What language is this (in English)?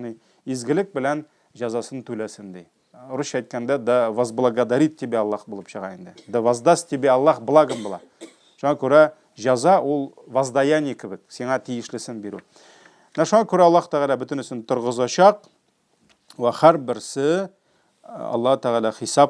Tatar